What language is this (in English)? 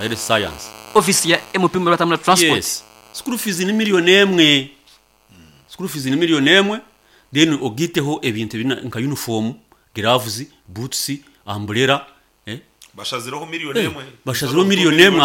Nyankole